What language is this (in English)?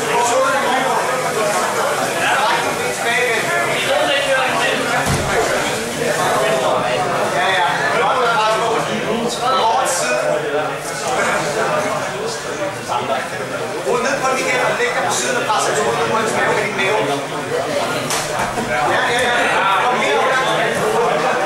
Danish